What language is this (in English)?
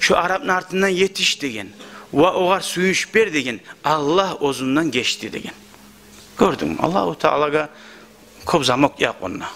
Kumyk